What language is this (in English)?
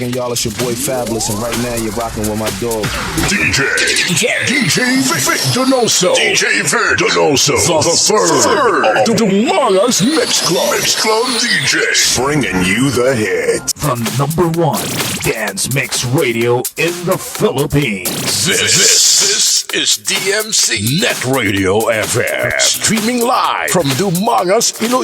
Hiligaynon